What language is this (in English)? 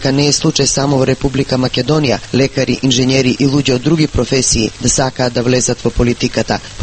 Macedonian